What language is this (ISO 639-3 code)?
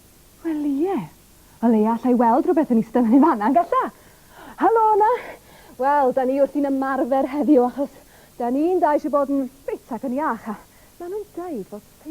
cym